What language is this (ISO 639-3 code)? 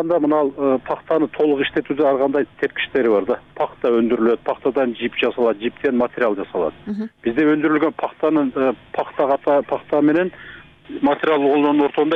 kir